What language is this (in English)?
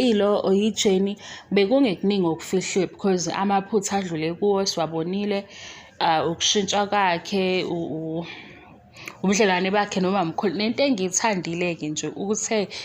Zulu